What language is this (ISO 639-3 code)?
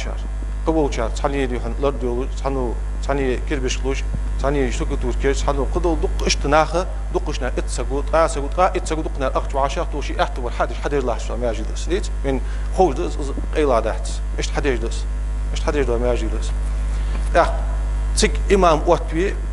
inh